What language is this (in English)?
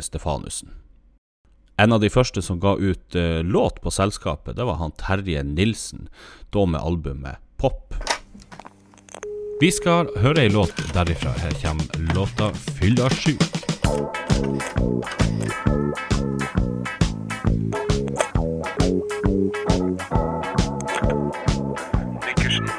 Norwegian